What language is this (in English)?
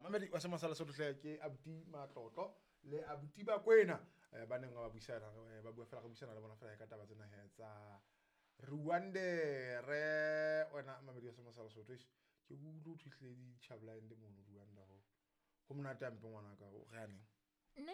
Southern Sotho